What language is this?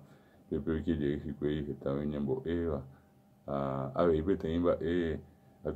Guarani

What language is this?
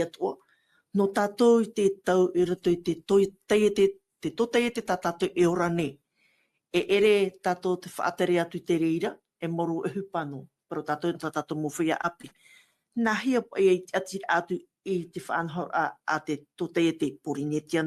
Tahitian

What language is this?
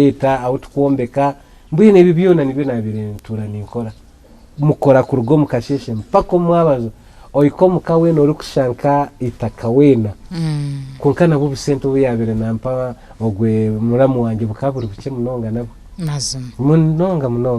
Nyankole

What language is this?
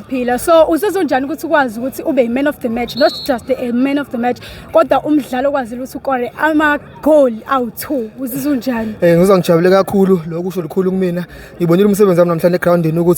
Zulu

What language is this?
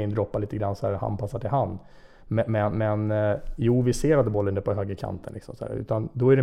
Swedish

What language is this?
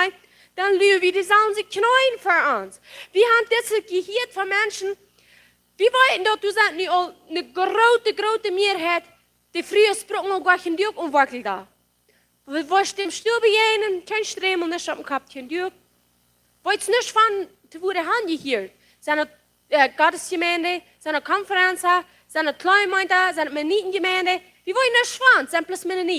Plautdietsch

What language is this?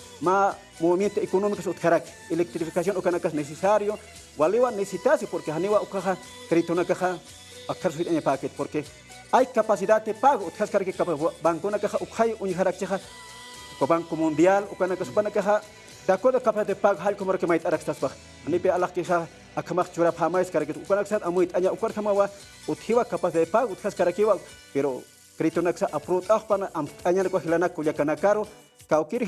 Aymara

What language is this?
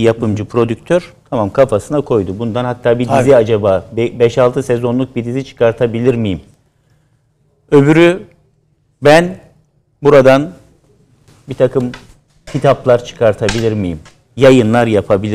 Turkish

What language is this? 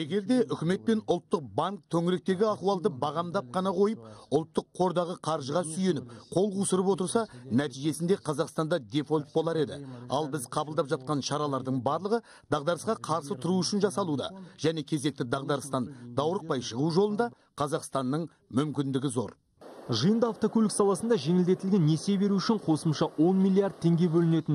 Kazakh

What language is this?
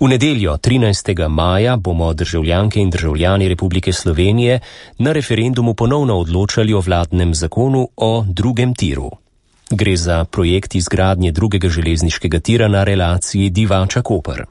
Slovenian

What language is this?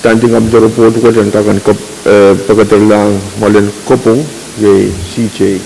Pohnpeian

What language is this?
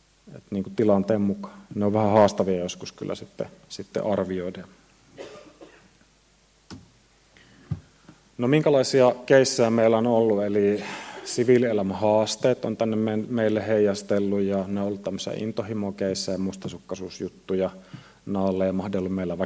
Finnish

